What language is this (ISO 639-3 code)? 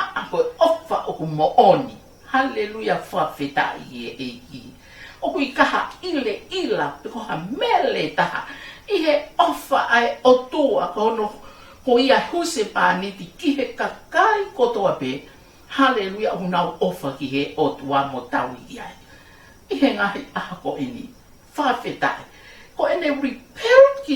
ton